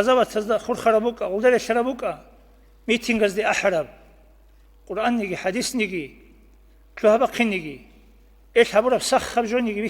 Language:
Avaric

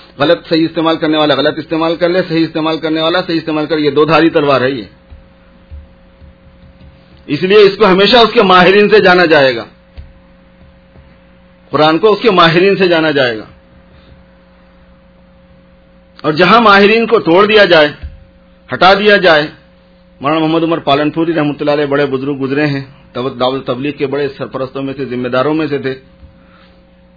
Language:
Urdu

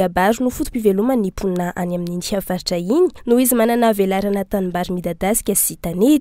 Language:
Malagasy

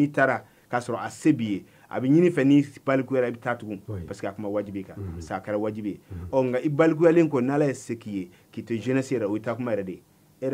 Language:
Bambara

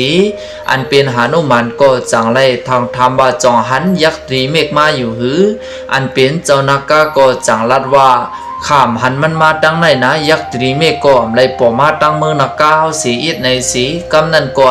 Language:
Shan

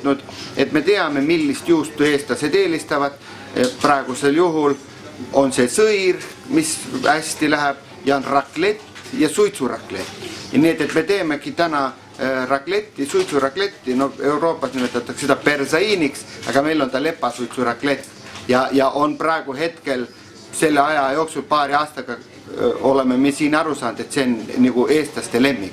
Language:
Estonian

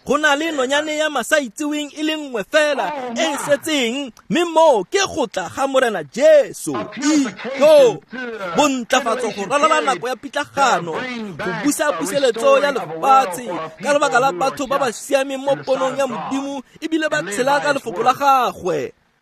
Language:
Tswana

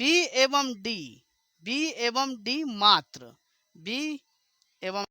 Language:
Maithili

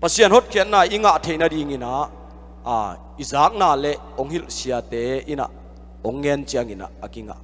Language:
Tedim Chin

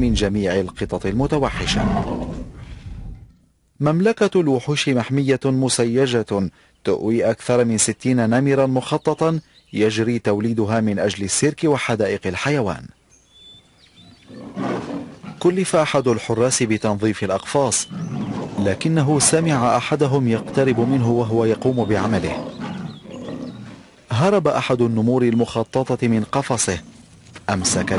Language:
Arabic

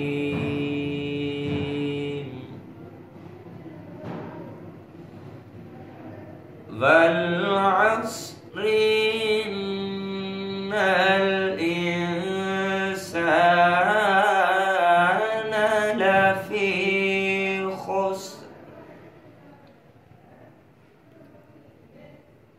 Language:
Arabic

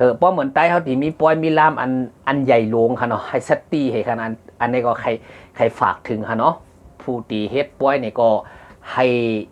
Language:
Shan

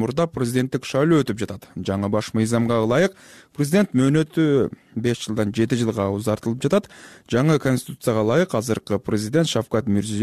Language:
Kyrgyz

